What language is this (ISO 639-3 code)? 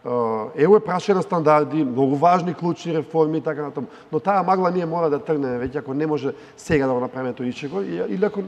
mkd